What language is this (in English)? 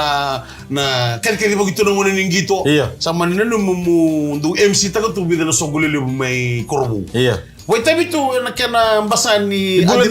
Fijian